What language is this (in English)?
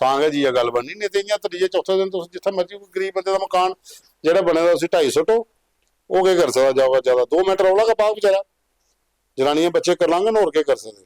Dogri